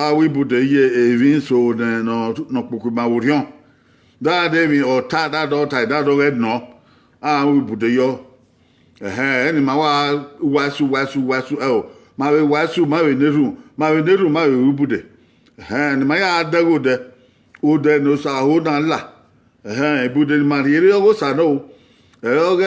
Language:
Bini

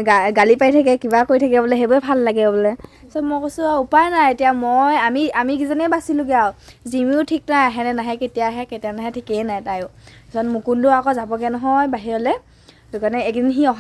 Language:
Assamese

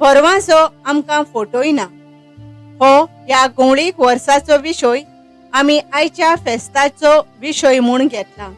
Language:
Konkani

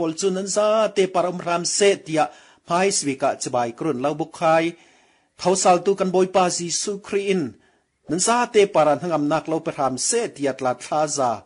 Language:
Falam Chin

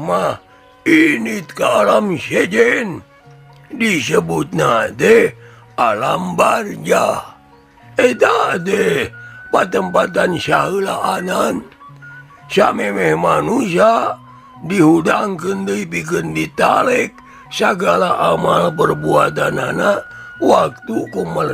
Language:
Sundanese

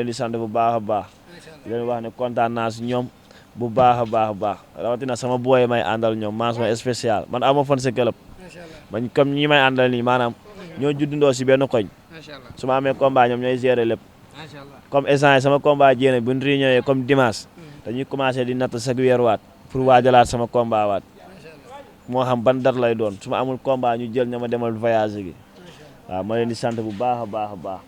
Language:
Wolof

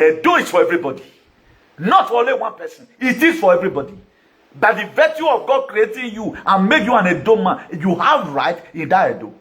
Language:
Nigerian Pidgin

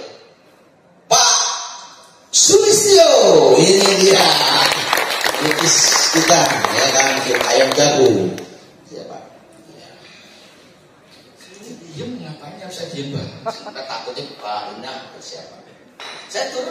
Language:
Indonesian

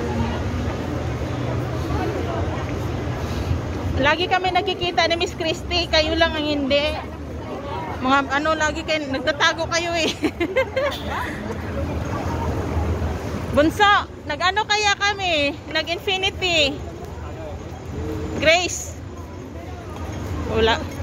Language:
Filipino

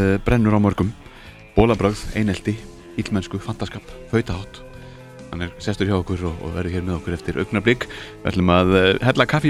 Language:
Icelandic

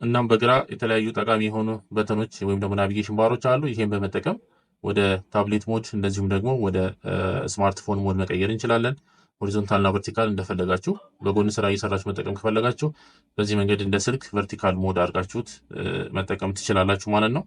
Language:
Amharic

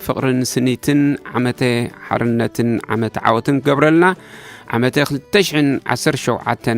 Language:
Tigrinya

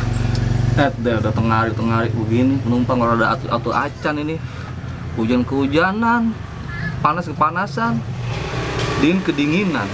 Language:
Betawi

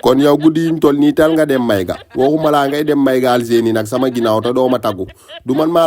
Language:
Wolof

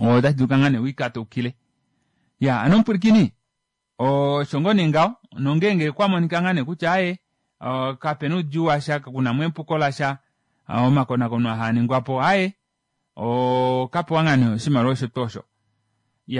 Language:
Kuanyama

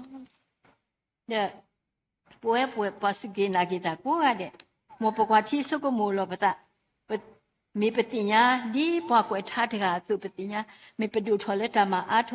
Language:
S'gaw Karen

